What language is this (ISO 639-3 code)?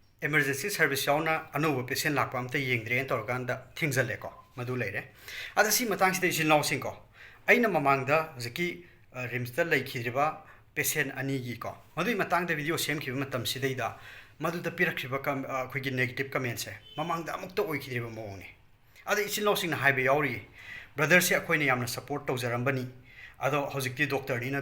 mni